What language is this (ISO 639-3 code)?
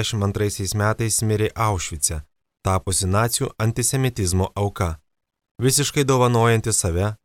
lit